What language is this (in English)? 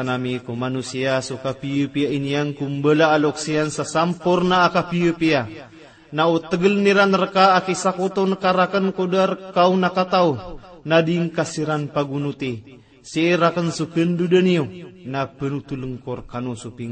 Maranao